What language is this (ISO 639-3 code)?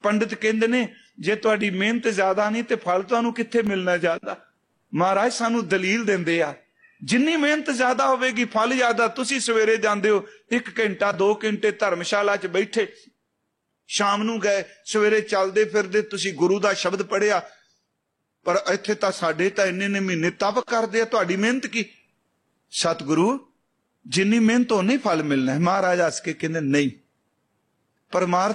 pan